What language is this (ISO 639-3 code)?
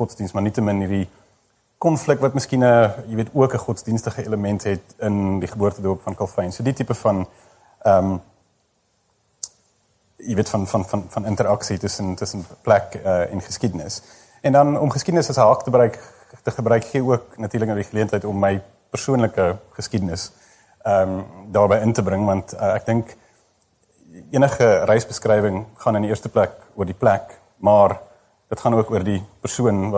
afr